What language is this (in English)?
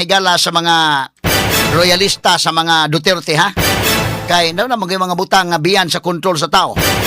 Cebuano